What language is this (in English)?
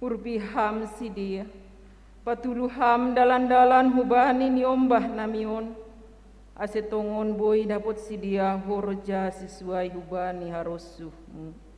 Batak Simalungun